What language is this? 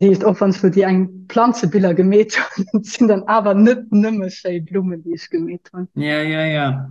Luxembourgish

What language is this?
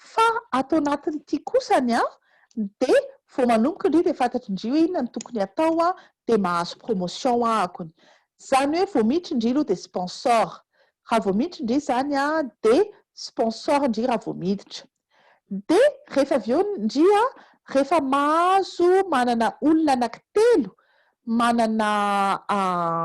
Malagasy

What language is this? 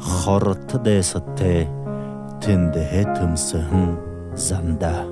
Buriat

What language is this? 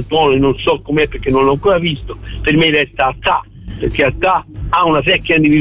Italian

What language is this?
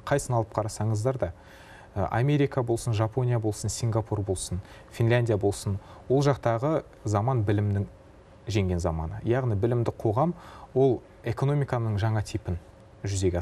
Kazakh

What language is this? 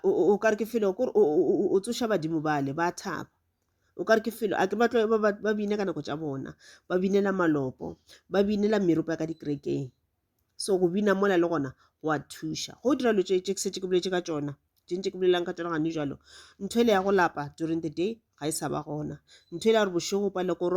Northern Sotho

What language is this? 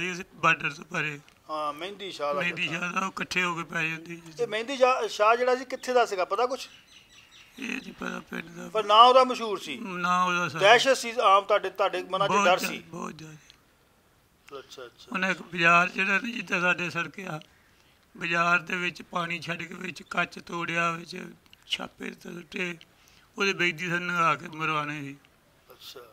Punjabi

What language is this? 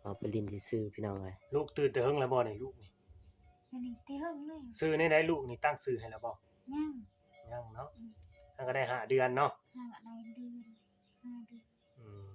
Northeastern Thai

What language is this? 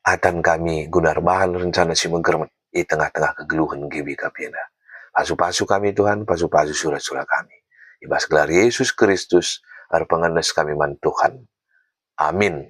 Batak Karo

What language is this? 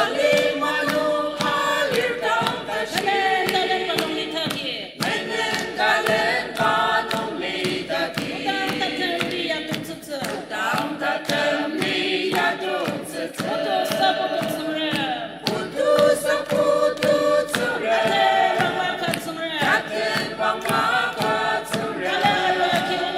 Ao Naga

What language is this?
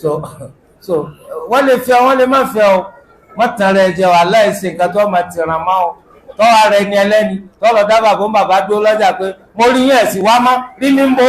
Yoruba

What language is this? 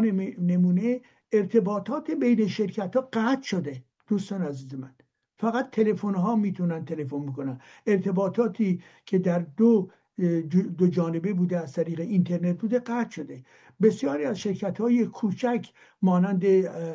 Persian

